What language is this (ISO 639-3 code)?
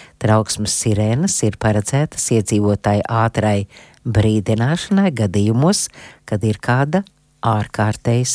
lav